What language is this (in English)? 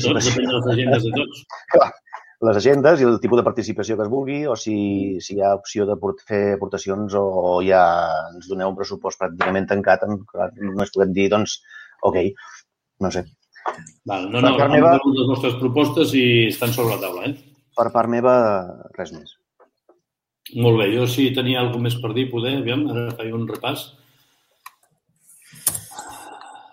Catalan